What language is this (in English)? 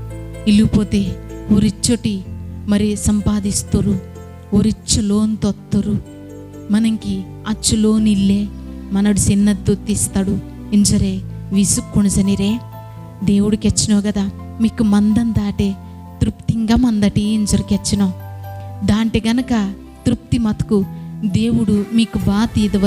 Koya